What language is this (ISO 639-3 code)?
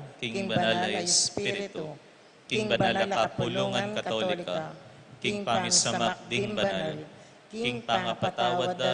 pam